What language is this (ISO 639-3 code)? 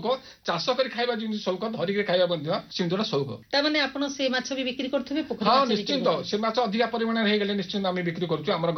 ori